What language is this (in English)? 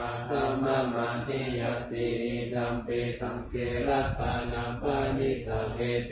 Pali